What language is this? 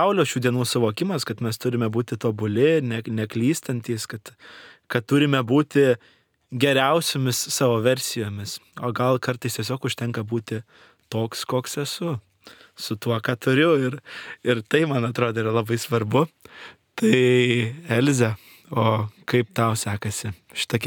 Lithuanian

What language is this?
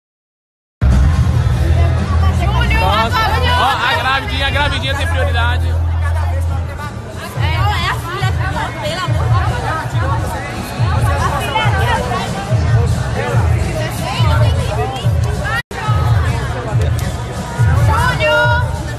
Portuguese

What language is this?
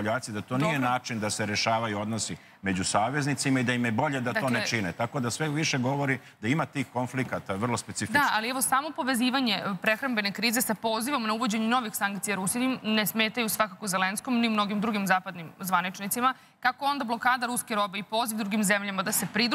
Serbian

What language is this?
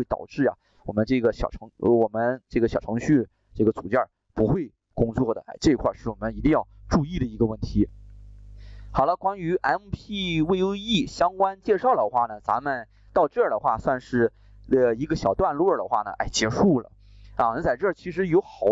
Chinese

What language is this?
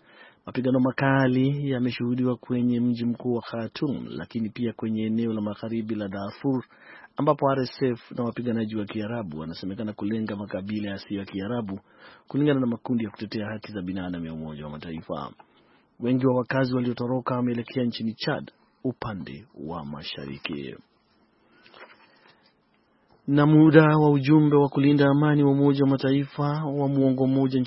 Swahili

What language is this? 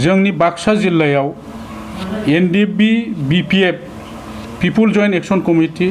Bodo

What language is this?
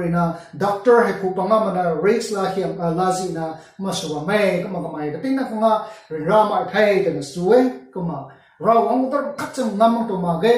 Rongmei Naga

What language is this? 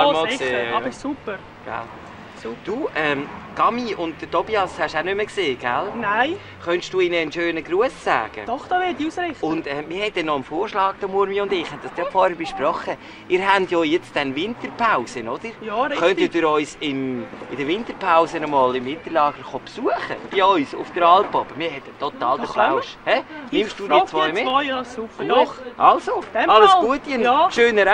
Swiss German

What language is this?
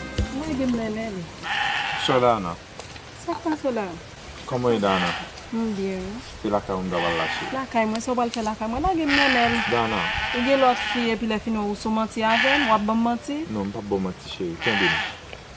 Haitian Creole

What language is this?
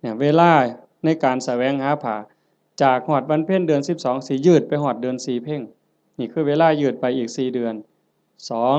Northeastern Thai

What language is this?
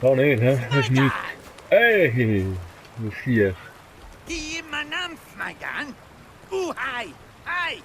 Swiss German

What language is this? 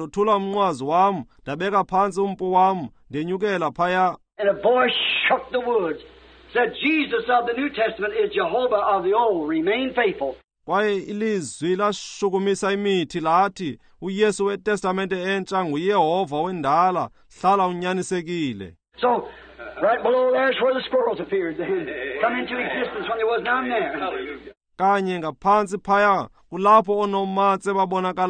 Xhosa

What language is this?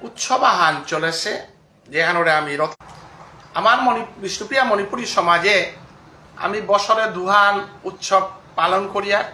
Bishnupriya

